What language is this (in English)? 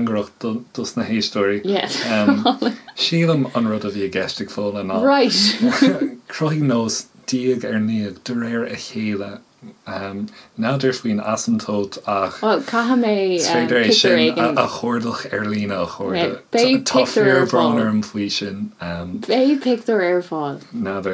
Irish